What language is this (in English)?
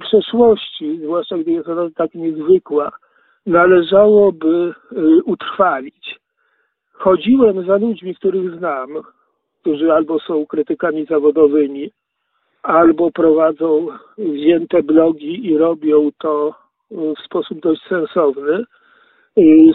Polish